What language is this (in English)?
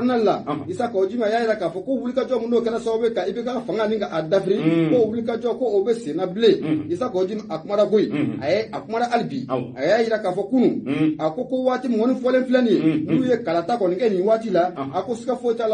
Bambara